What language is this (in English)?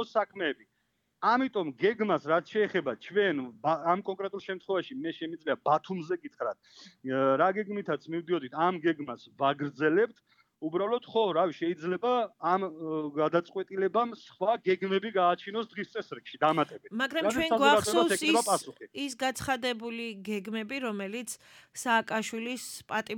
Georgian